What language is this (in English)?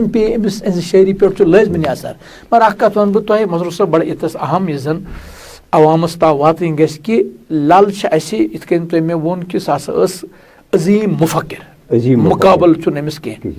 Kashmiri